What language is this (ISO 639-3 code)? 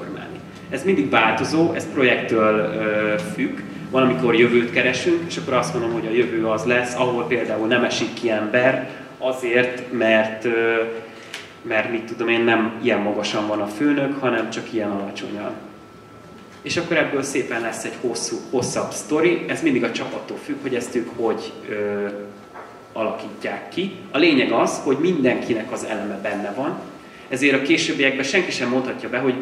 hun